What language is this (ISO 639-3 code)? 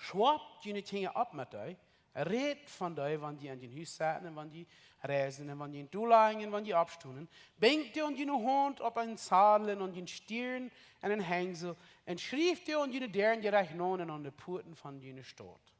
pdt